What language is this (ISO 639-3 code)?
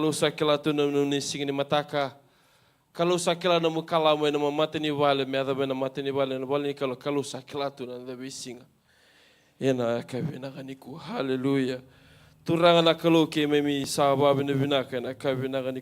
fij